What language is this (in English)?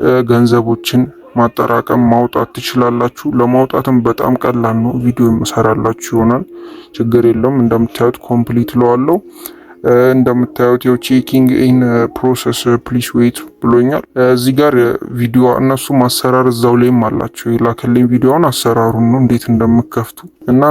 Amharic